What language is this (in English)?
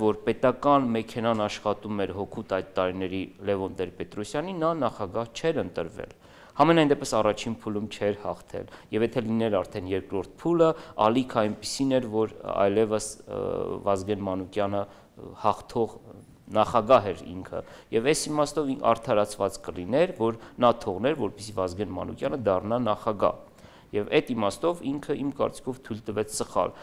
Armenian